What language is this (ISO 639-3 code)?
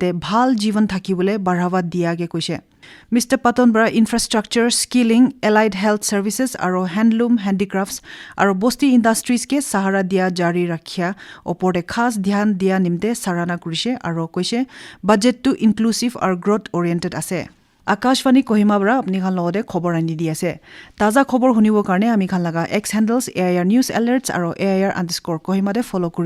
nag